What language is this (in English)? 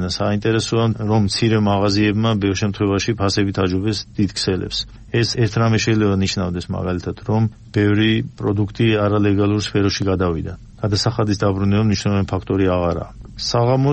Georgian